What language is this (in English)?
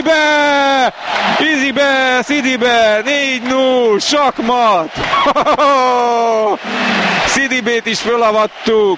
Hungarian